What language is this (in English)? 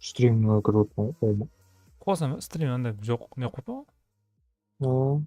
Kara-Kalpak